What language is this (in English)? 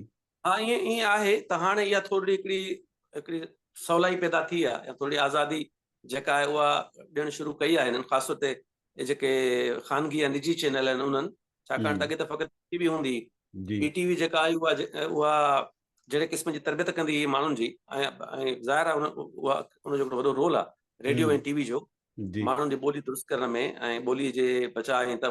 Sindhi